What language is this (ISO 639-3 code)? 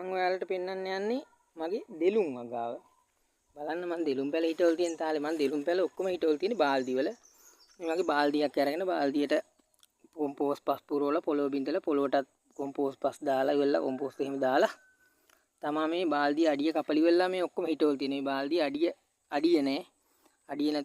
sin